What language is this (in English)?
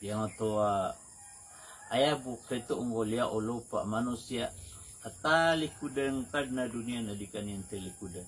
Maranao